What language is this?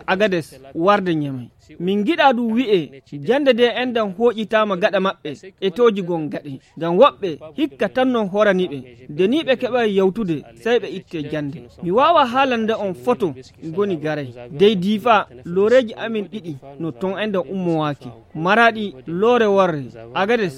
Nigerian Fulfulde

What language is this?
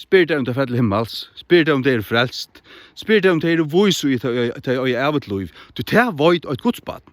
Faroese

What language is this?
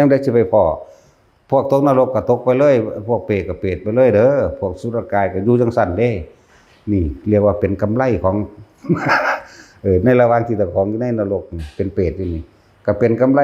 Lao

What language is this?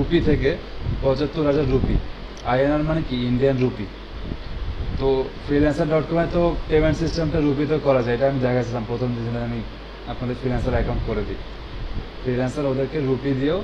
Bangla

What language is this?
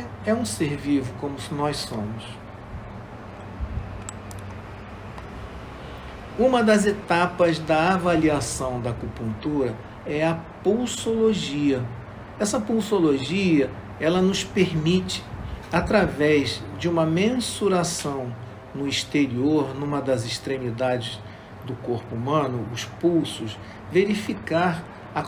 Portuguese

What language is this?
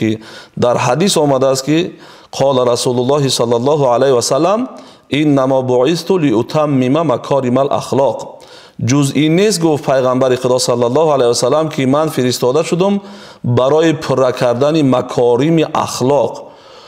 Tajik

